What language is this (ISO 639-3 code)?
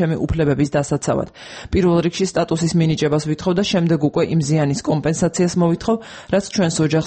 kat